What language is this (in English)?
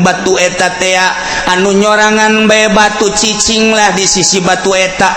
Sundanese